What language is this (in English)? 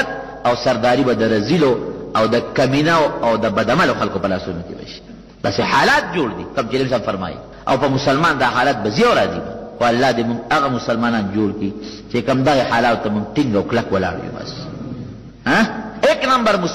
Pashto